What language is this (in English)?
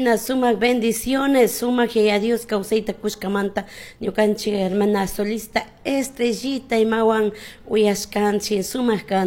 Chimborazo Highland Quichua